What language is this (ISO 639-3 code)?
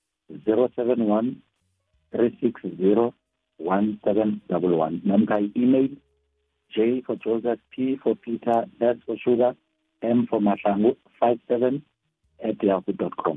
nbl